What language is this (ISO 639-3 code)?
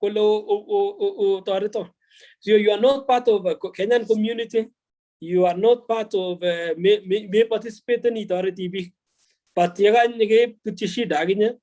kln